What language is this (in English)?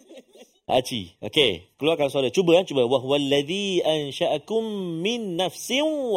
Malay